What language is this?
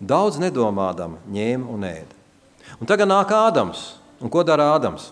Latvian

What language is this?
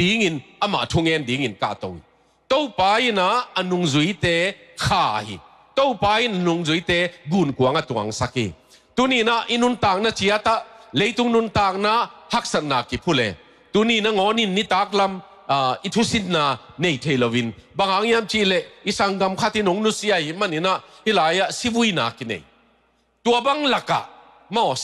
Tedim Chin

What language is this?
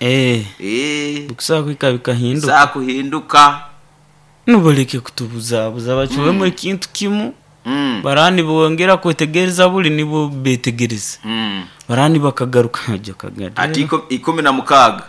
Nyoro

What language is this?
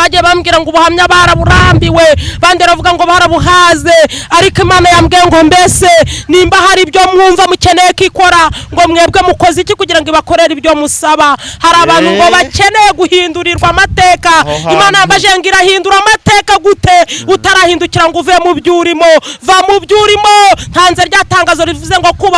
Kinyarwanda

